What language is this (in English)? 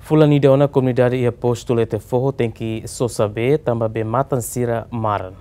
Tetum